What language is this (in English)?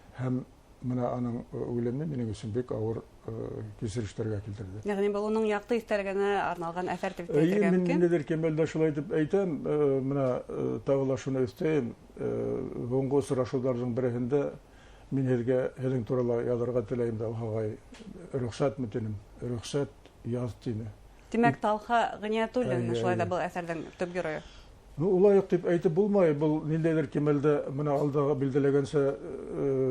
Bashkir